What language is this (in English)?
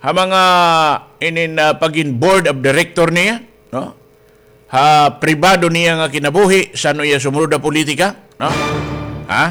Waray